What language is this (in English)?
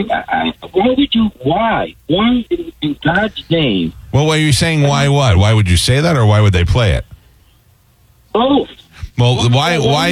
English